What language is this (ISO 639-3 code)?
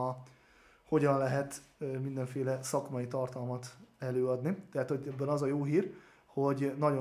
hun